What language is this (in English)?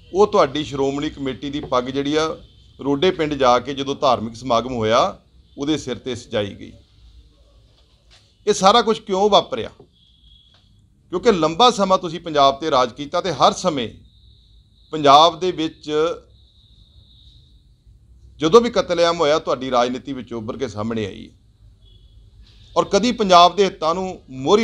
Punjabi